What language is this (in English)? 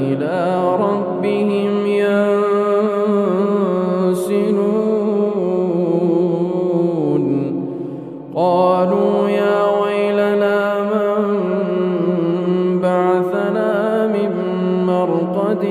Arabic